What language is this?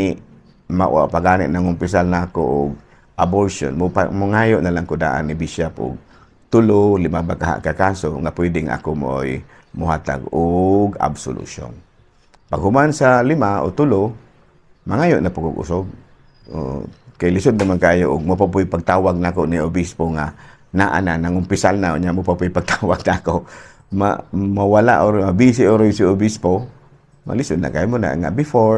Cebuano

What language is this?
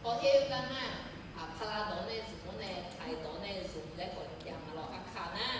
Akha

